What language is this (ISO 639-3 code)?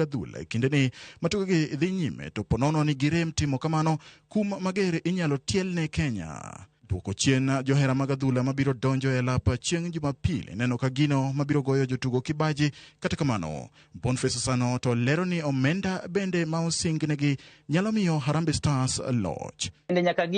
luo